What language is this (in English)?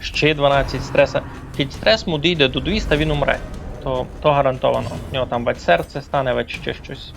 Rusyn